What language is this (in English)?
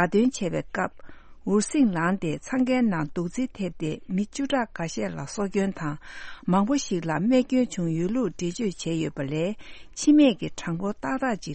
Tibetan